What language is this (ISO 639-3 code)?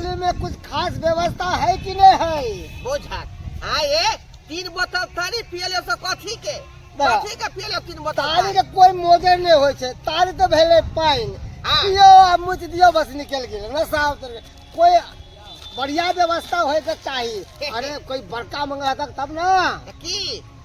mai